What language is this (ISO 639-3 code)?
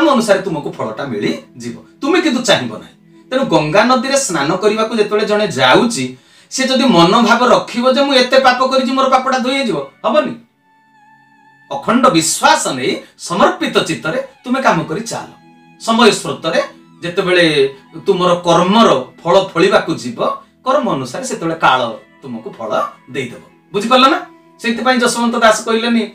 ori